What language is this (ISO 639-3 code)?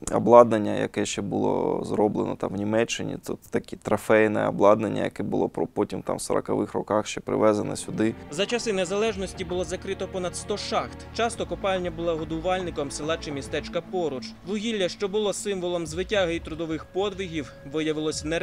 ukr